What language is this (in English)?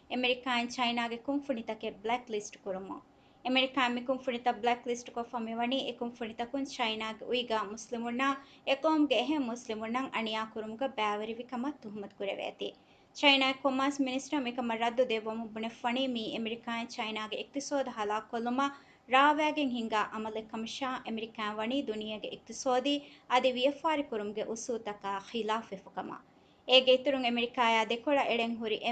Divehi